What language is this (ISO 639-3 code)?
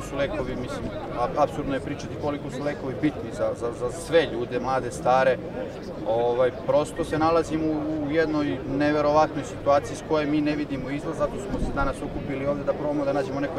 srp